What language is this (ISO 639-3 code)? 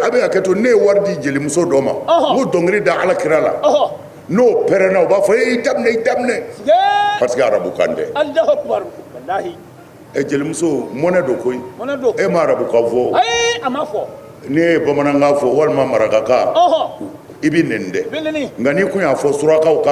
bam